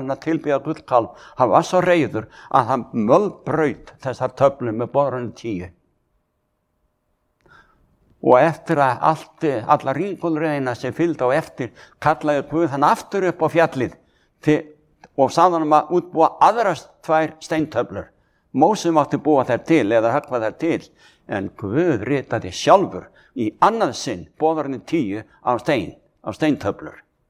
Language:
Icelandic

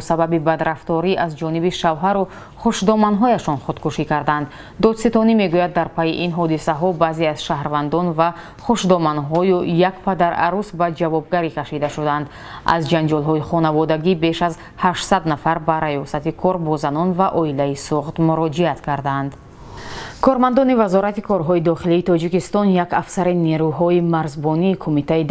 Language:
Tajik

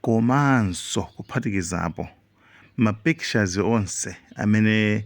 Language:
Nyanja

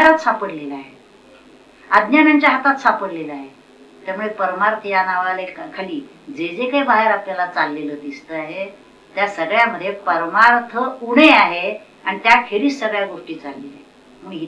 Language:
Marathi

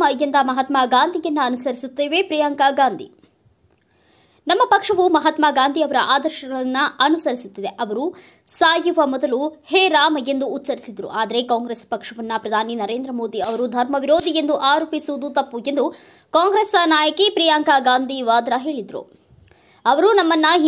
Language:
Kannada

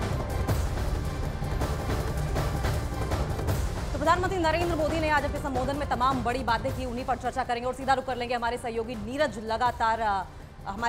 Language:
Hindi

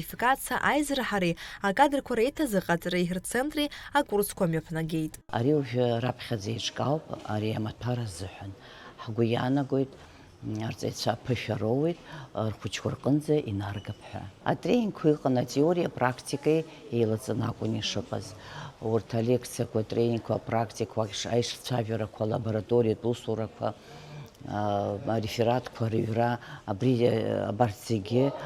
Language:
Abkhazian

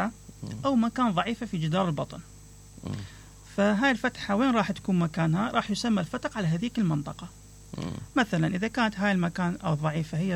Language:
Mesopotamian Arabic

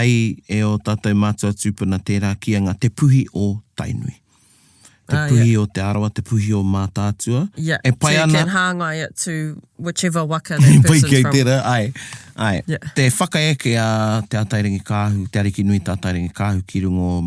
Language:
Māori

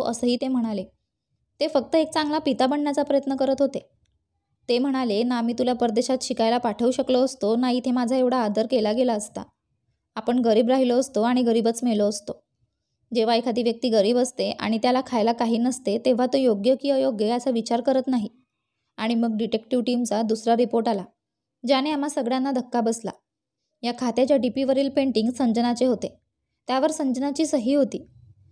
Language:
Marathi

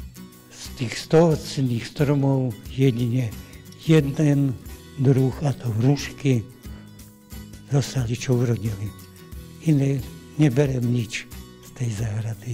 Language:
Slovak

